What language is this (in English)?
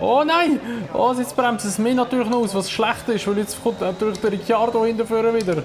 Swiss German